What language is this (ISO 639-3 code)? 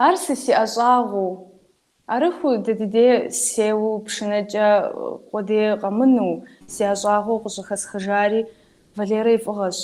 kbd